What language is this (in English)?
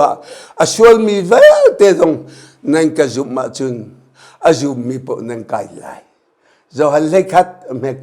Hakha Chin